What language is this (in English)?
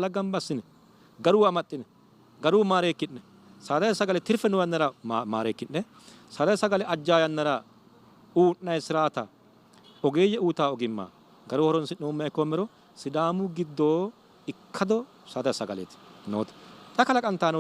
Sidamo